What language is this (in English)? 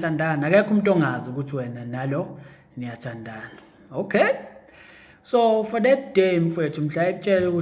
Zulu